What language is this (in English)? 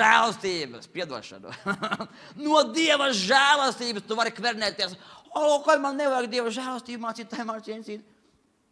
Latvian